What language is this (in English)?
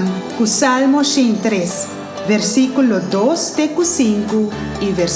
Papiamento